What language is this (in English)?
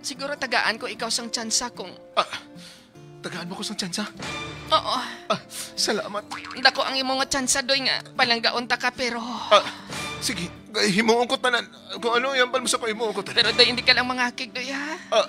Hiligaynon